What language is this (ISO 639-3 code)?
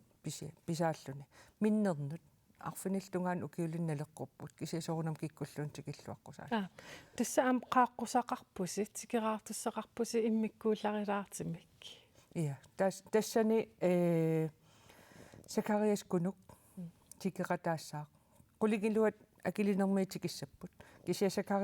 kal